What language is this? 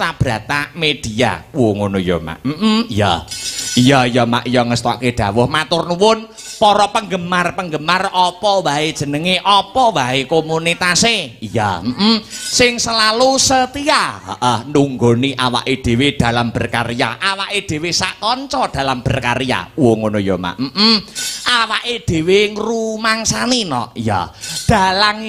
Javanese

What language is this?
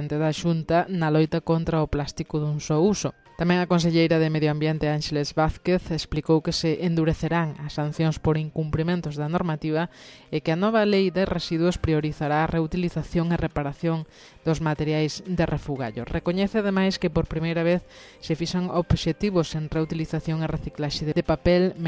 Galician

